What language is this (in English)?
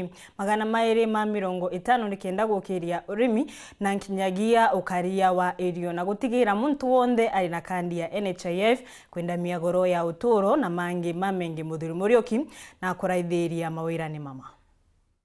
Meru